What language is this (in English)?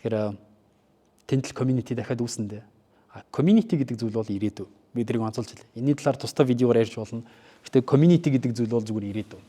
Mongolian